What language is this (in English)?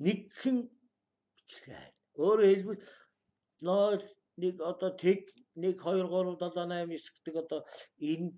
Mongolian